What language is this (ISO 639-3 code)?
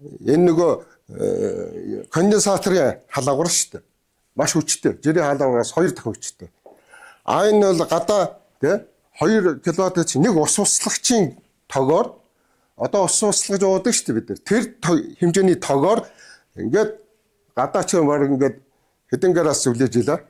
mon